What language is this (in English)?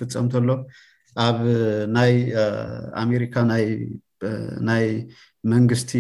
Tigrinya